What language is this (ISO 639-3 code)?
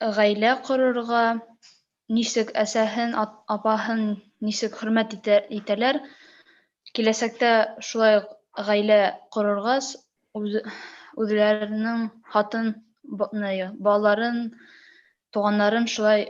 bak